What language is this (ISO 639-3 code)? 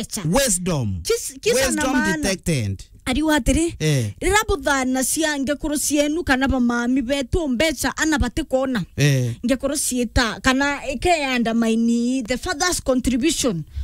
mer